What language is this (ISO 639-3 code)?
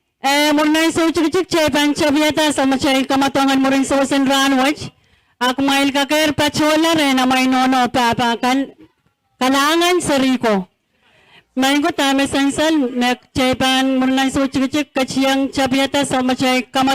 pon